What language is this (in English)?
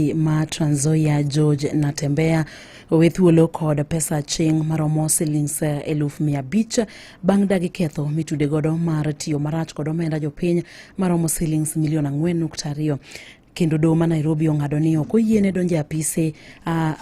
Luo (Kenya and Tanzania)